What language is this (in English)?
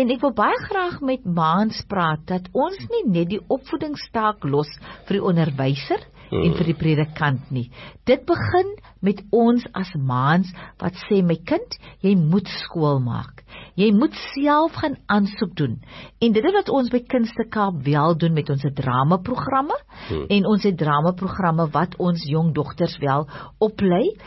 Afrikaans